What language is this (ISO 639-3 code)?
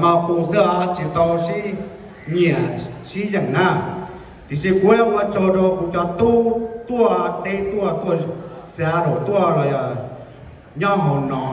hmn